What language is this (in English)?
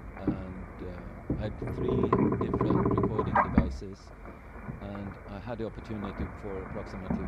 English